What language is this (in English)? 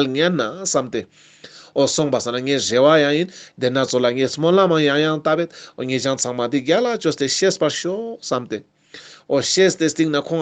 Ladakhi